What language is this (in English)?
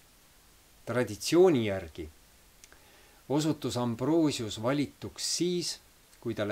Estonian